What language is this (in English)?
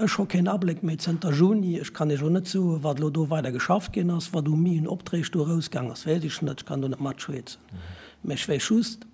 Luxembourgish